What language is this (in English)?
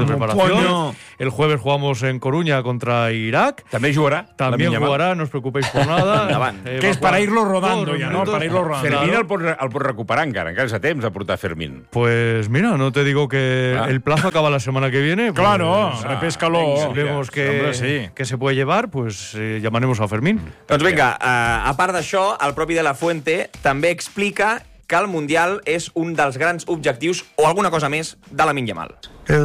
Catalan